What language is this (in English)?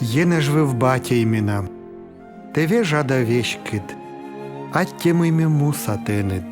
Komi